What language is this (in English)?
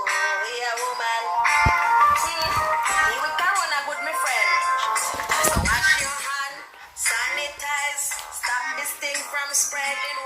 Jamaican Creole English